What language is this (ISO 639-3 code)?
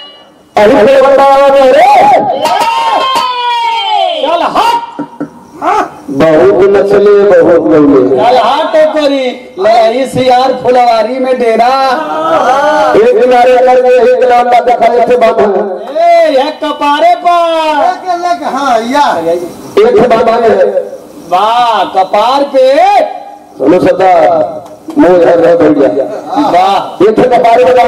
bho